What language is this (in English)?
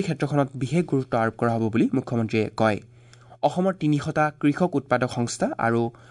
Assamese